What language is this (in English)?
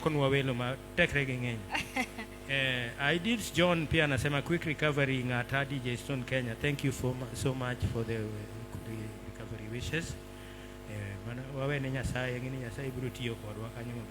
Luo (Kenya and Tanzania)